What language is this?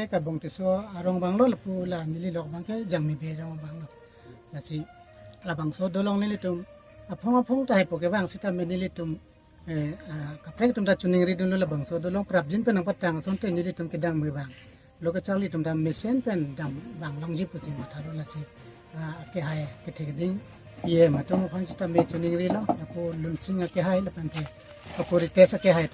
Karbi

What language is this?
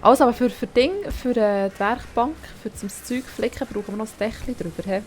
Swiss German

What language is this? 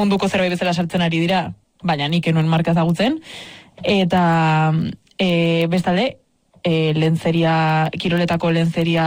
Basque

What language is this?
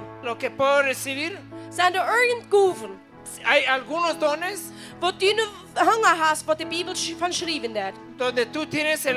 Plautdietsch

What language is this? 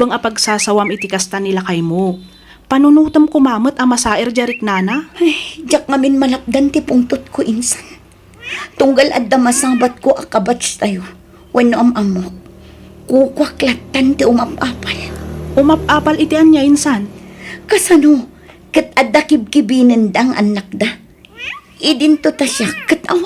Iloko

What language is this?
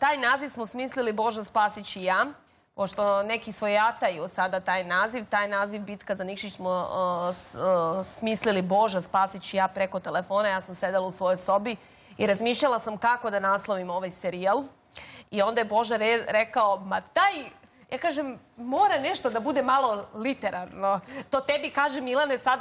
Serbian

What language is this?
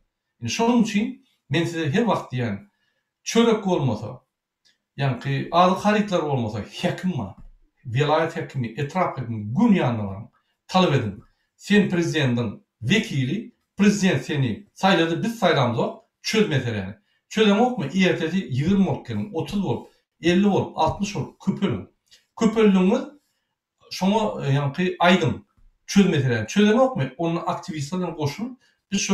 Turkmen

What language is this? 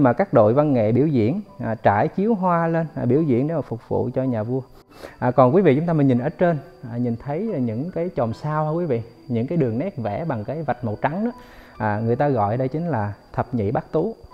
Vietnamese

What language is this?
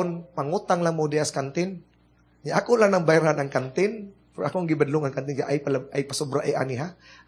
Cebuano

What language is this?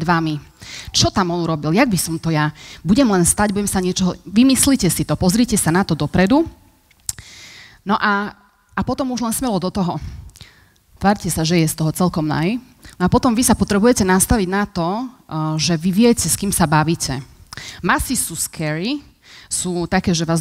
Slovak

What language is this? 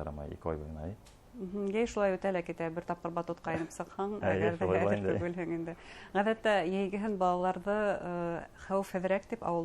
Bashkir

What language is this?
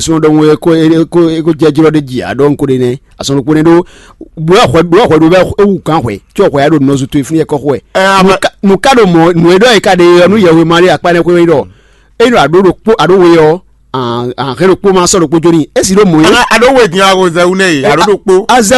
Fon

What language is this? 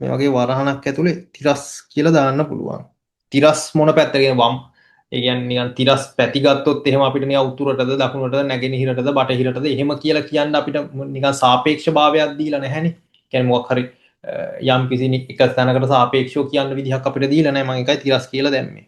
Sinhala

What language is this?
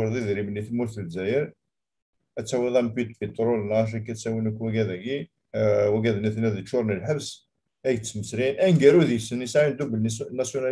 Kabyle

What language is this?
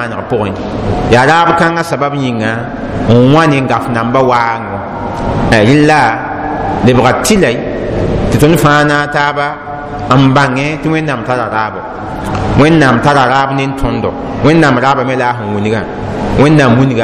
Mossi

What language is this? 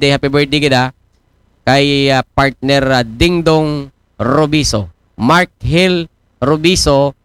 Aklanon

